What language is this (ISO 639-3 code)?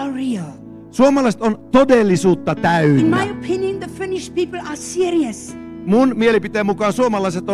fin